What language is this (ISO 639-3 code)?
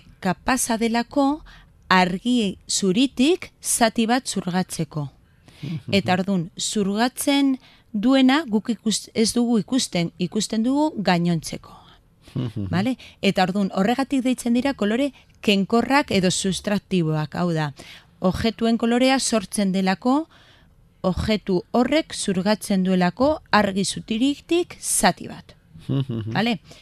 eus